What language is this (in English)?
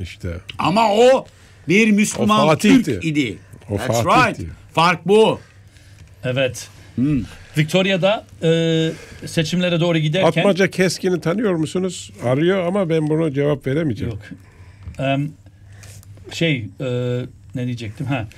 Turkish